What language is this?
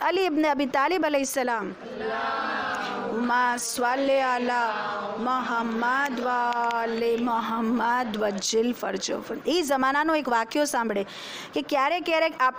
Gujarati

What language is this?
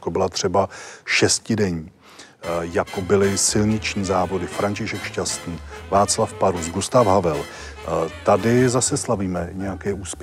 Czech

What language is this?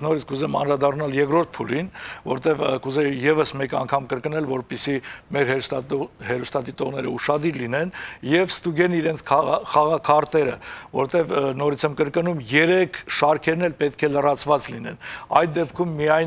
Armenian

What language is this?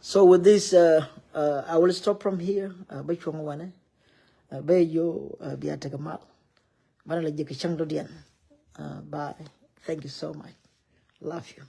Nuer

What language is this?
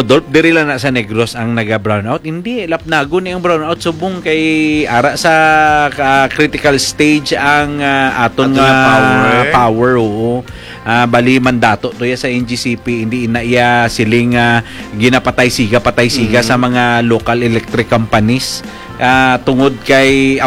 Hiligaynon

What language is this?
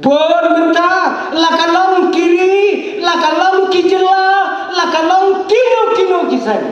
Khasi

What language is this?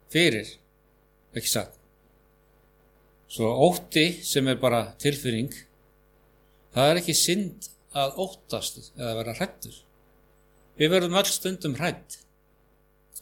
Icelandic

